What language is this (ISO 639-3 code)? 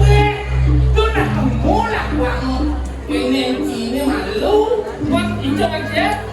ban